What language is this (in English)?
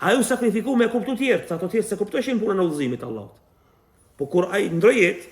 Albanian